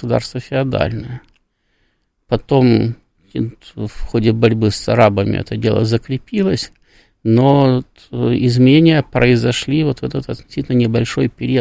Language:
Russian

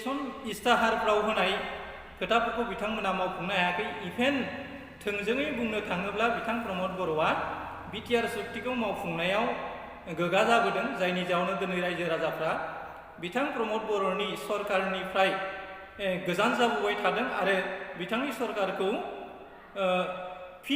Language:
Bodo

